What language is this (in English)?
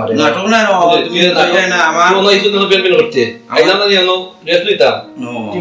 Sylheti